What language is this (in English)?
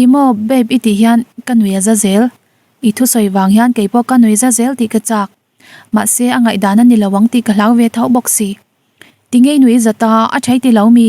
Mizo